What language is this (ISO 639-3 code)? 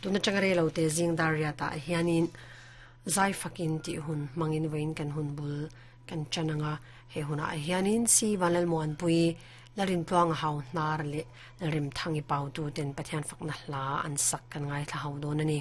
lus